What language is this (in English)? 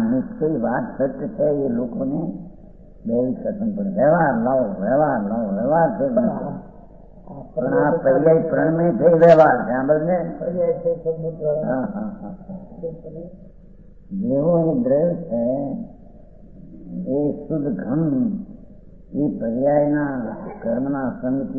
Gujarati